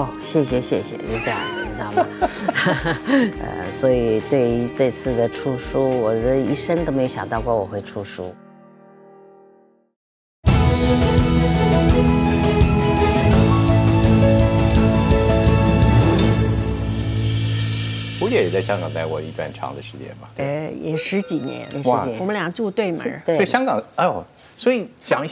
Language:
Chinese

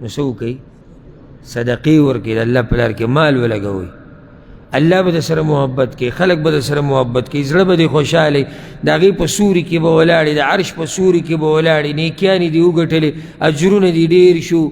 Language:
Pashto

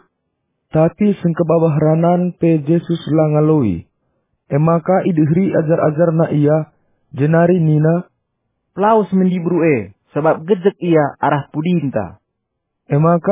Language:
Batak Karo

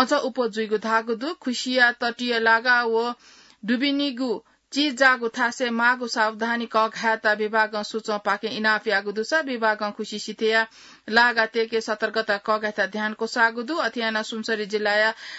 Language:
Newari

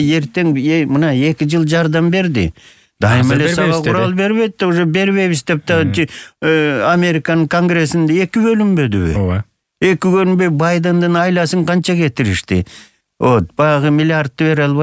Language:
Kyrgyz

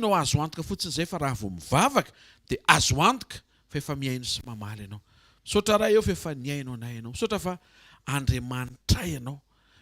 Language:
Malagasy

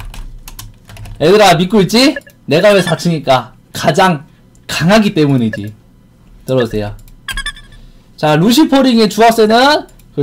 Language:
Korean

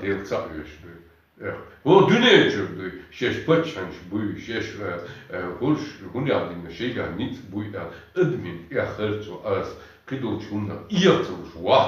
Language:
Chechen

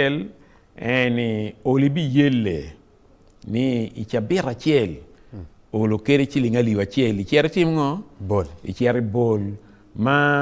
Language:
Acoli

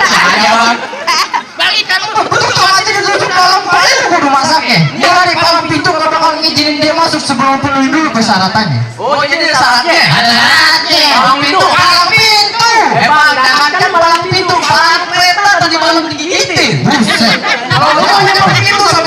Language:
Betawi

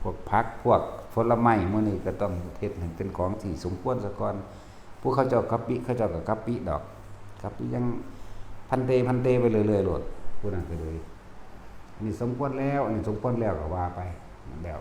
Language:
Northeastern Thai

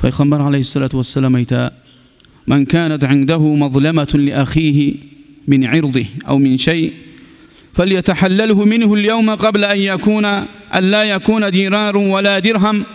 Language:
Kumyk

